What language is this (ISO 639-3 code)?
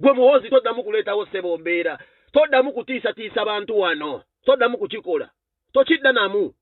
lug